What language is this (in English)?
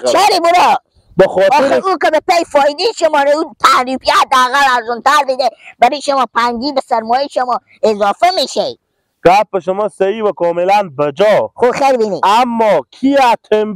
Persian